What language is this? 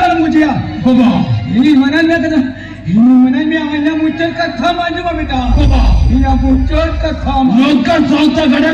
Santali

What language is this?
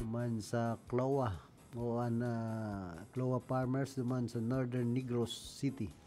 Bikol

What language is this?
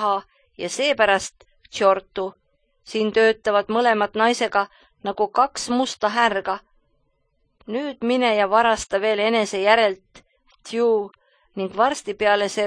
Estonian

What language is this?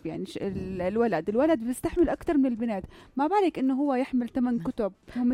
North Levantine Arabic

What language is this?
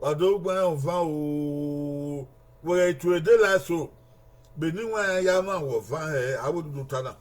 Bini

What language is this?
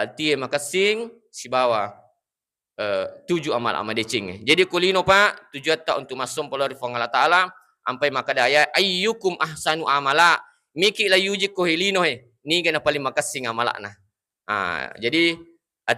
Buginese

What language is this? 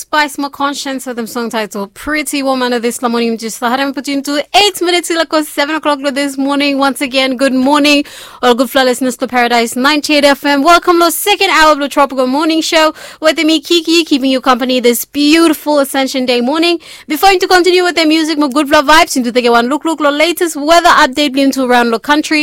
Bislama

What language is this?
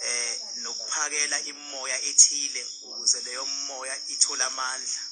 Zulu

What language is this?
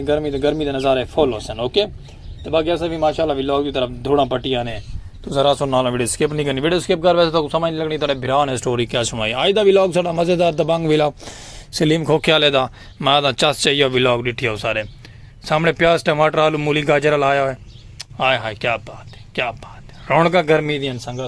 Saraiki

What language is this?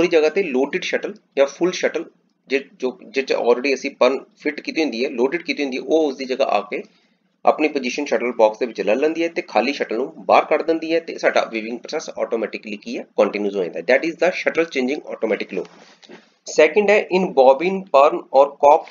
Punjabi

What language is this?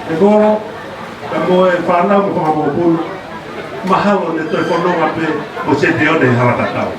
Tongan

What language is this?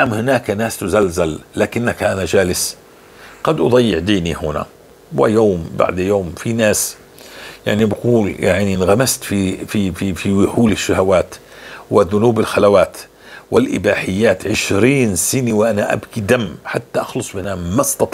North Levantine Arabic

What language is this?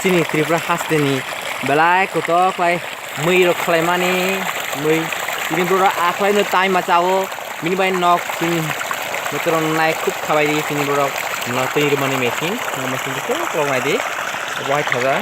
Kok Borok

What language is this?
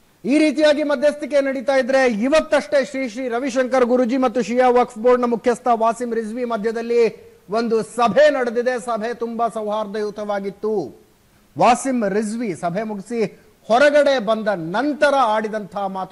Kannada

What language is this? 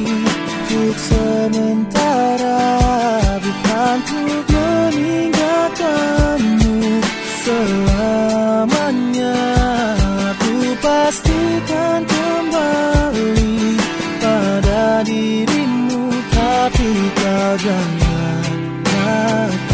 Indonesian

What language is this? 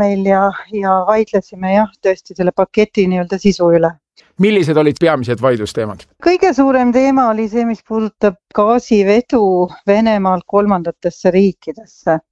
Estonian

